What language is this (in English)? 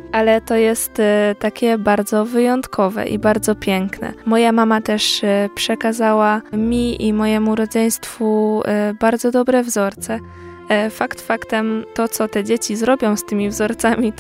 Polish